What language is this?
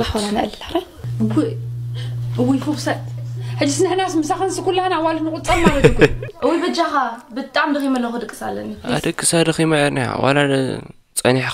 Tigrinya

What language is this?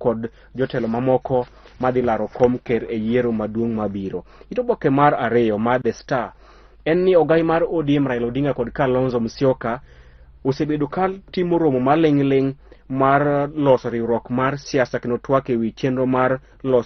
Luo (Kenya and Tanzania)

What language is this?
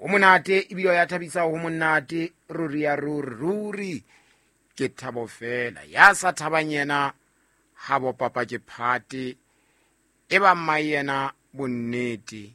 Southern Sotho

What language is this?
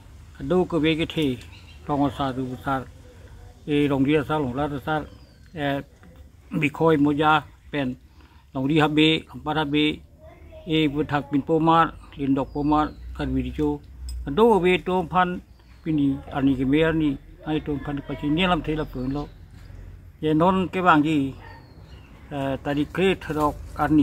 Karbi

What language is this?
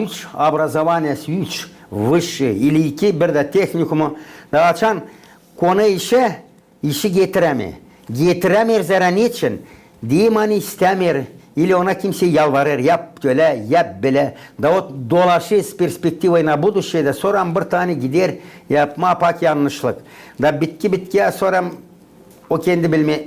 Gagauz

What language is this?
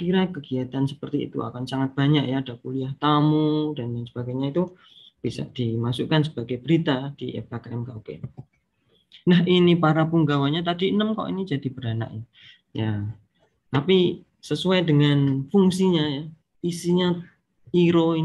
Indonesian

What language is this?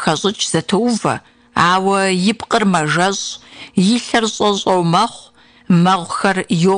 Kabardian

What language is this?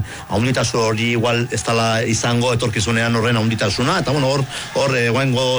Basque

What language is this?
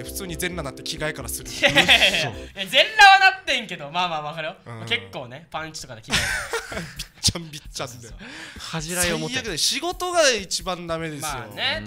Japanese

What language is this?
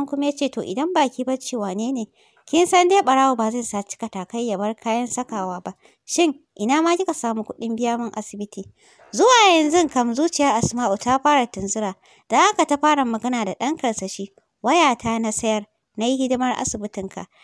Hausa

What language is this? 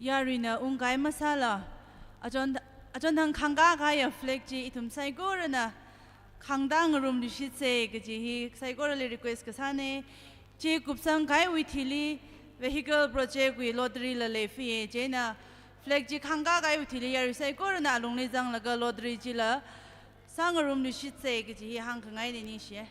Tangkhul Naga (India)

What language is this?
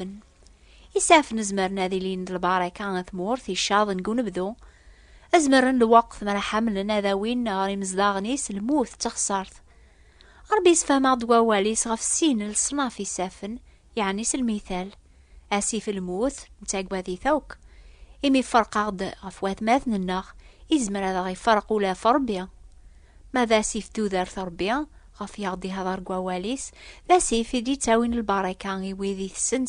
Kabyle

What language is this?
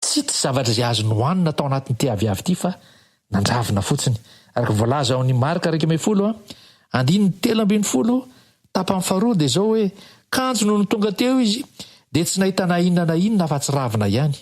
Malagasy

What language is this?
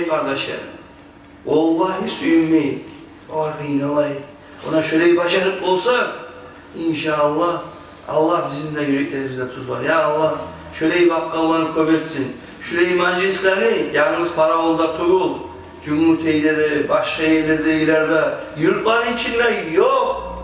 Kumyk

